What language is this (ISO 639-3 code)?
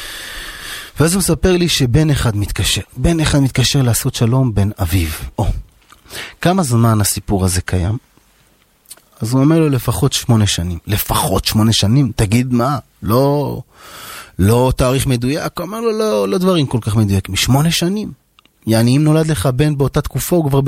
heb